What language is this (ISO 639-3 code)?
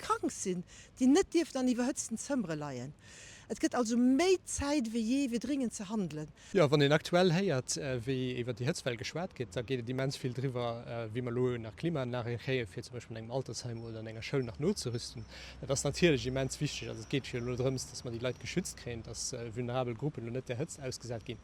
ltz